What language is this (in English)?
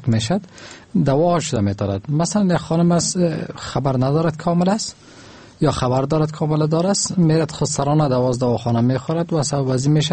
Persian